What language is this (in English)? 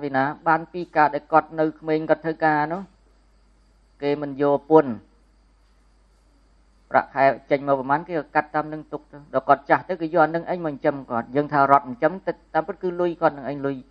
Khmer